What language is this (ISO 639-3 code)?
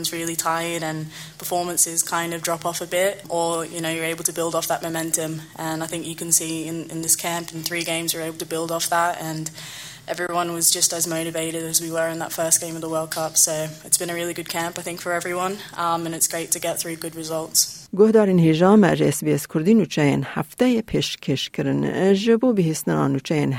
kur